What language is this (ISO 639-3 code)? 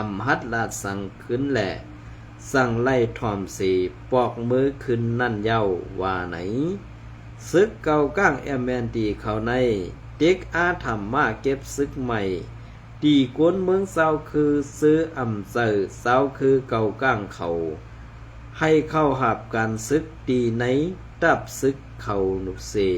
shn